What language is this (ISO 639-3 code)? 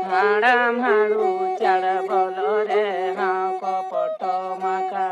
sat